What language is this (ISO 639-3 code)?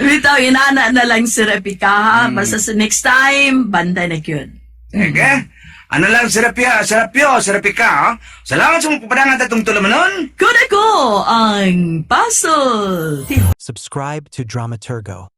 ceb